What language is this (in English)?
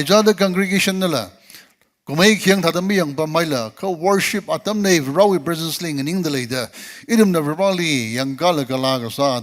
Tangkhul Naga (India)